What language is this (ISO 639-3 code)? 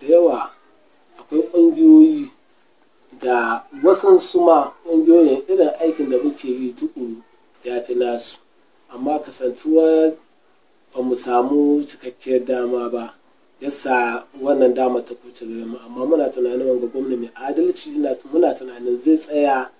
hau